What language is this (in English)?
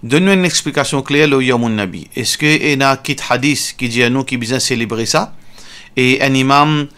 Morisyen